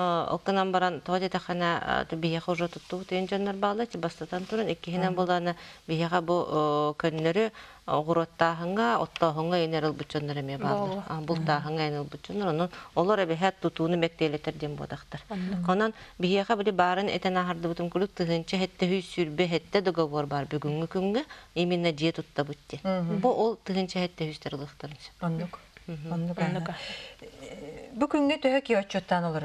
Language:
Yakut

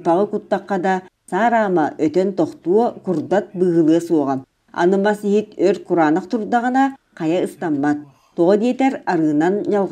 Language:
Yakut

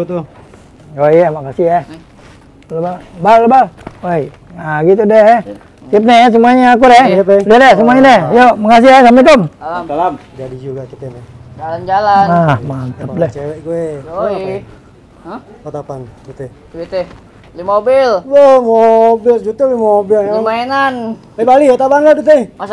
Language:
Betawi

